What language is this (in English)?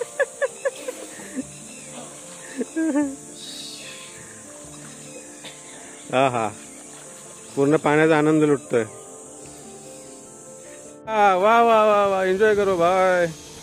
Marathi